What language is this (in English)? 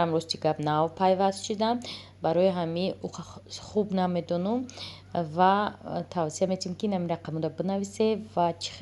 Tajik